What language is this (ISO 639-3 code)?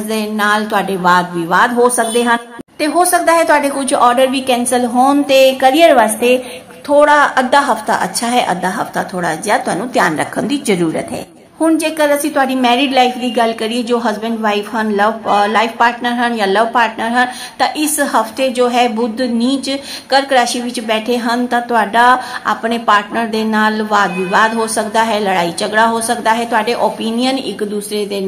pan